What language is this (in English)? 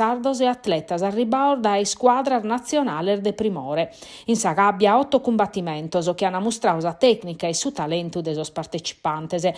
Sardinian